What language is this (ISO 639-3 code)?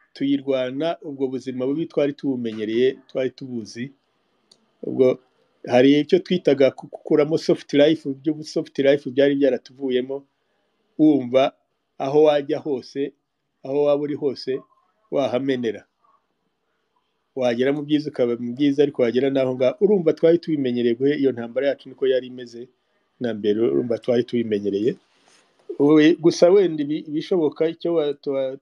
kin